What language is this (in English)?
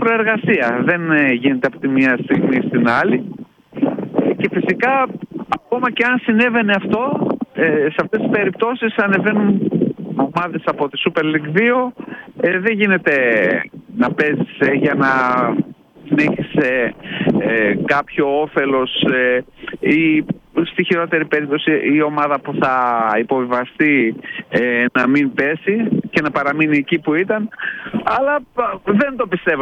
Greek